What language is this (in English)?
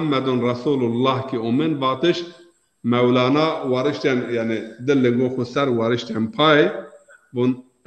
Zaza